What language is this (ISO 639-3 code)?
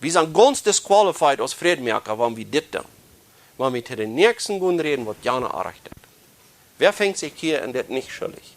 pdt